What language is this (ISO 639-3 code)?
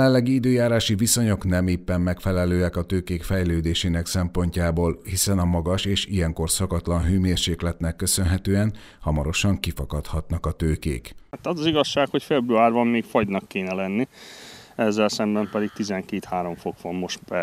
hun